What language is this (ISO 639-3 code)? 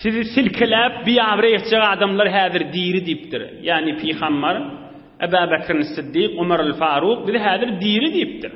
tuk